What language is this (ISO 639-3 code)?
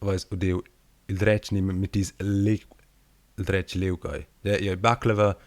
roh